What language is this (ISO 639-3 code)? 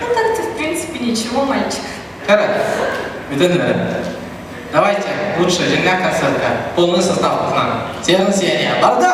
sah